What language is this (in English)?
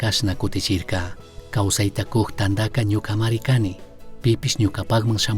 Chimborazo Highland Quichua